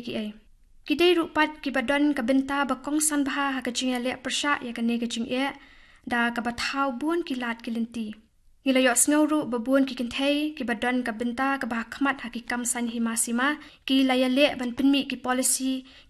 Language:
Khasi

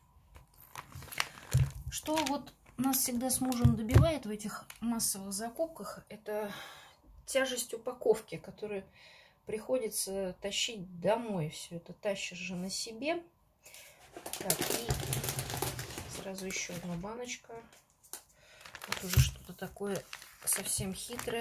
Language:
Russian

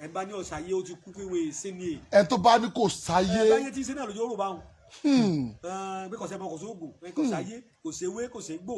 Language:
Yoruba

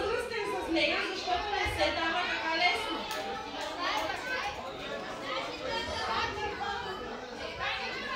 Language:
Bulgarian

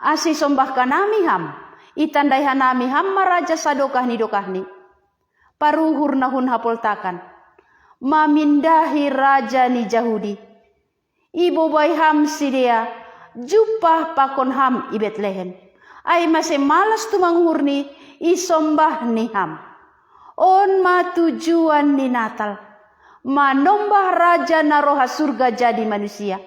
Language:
Batak Simalungun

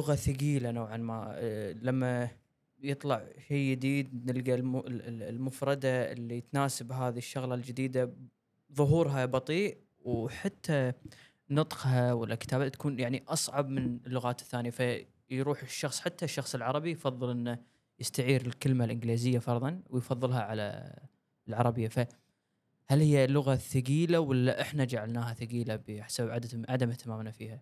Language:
Gulf Arabic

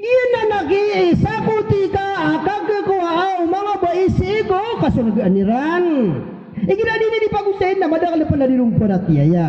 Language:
Maranao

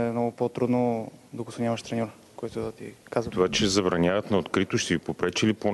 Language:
Bulgarian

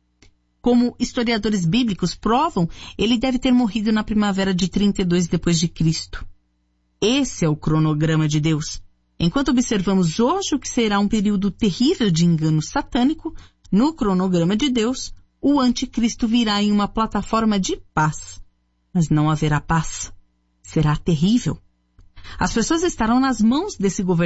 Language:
Portuguese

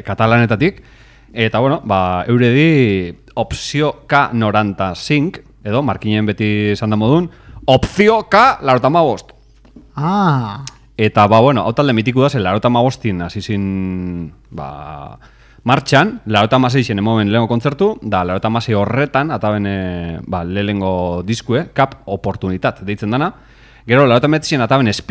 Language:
Basque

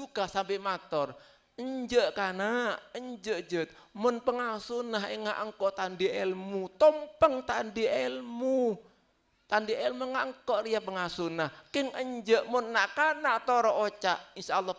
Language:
Madurese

